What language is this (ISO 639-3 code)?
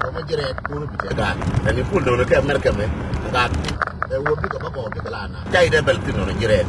nus